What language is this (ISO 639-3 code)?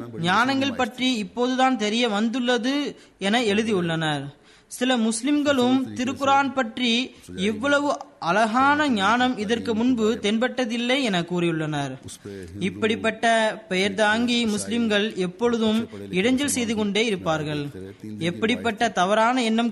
tam